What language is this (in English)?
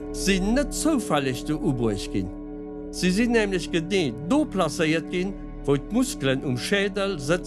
Luxembourgish